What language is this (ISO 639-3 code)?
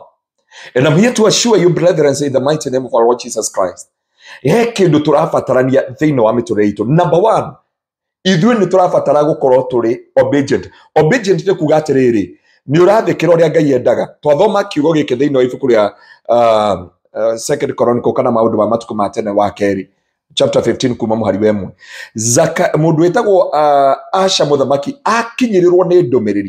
kik